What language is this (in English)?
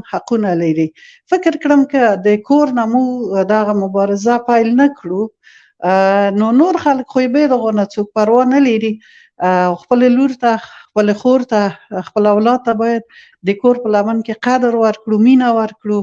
Pashto